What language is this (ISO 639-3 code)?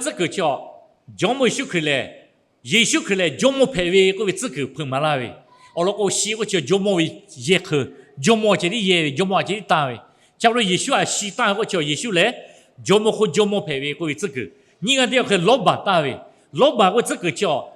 lhu